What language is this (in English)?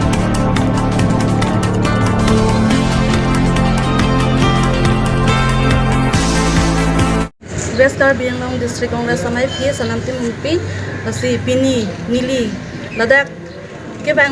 Karbi